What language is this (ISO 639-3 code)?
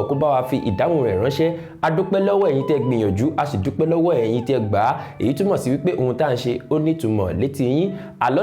yor